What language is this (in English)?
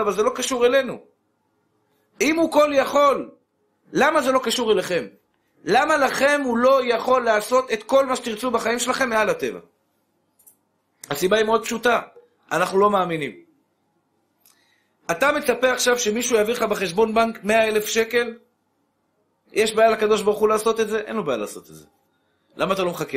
Hebrew